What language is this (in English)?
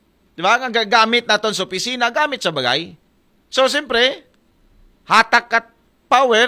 Aklanon